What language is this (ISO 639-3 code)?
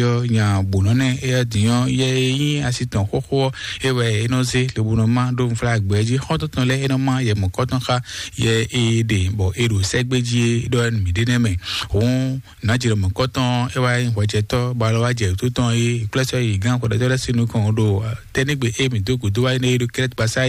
fon